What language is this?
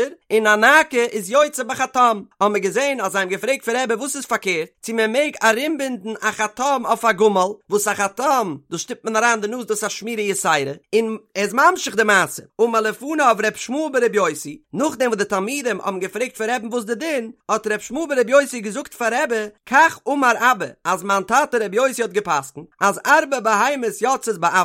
Yiddish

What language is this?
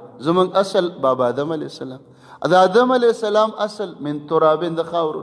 Pashto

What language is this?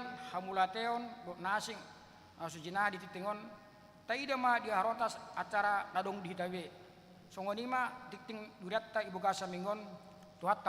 Batak Toba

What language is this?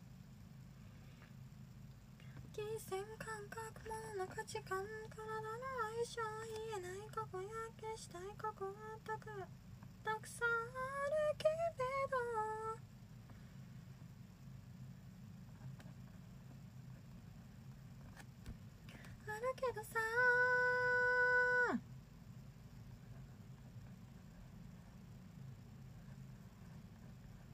Japanese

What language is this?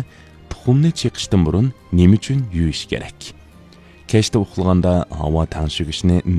Uyghur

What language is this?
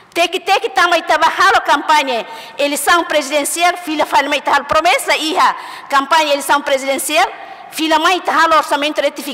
Tetum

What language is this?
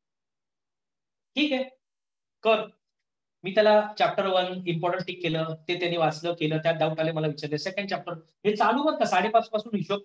Marathi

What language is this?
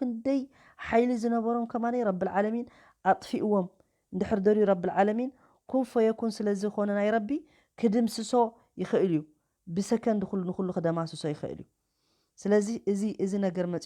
Tigrinya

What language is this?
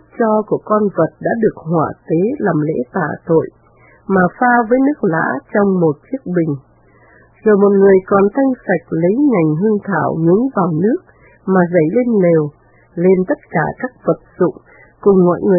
Vietnamese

